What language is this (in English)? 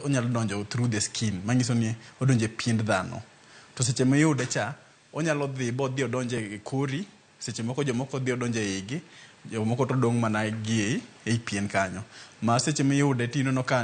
Luo (Kenya and Tanzania)